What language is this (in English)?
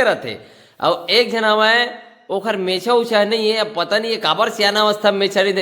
Chhattisgarhi